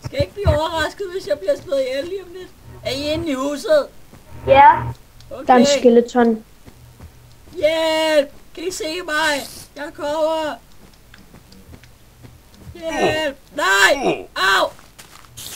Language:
Danish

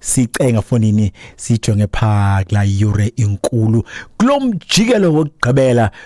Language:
Xhosa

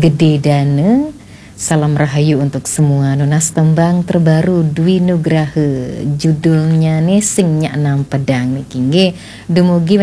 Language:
Balinese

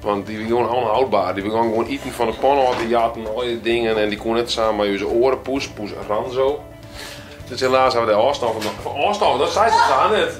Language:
Western Frisian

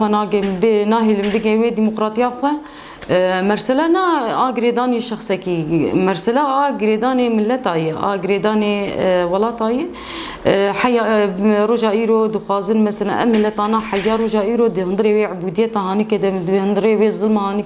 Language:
Kurdish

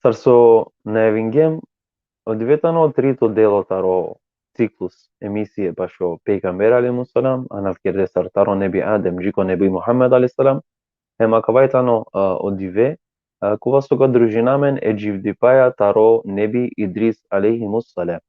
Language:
Balkan Romani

